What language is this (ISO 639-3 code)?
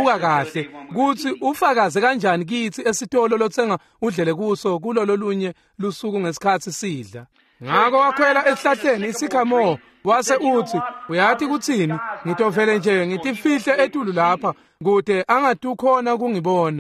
ssw